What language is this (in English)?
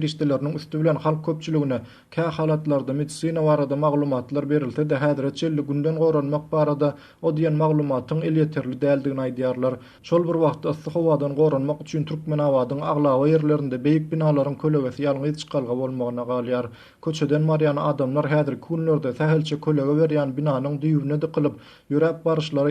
Turkmen